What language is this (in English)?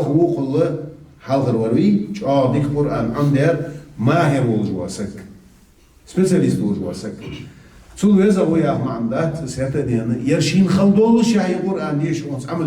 Ingush